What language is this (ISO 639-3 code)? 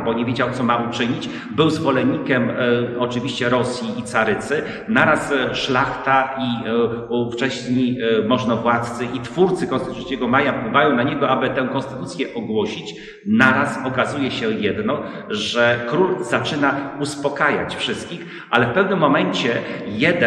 pol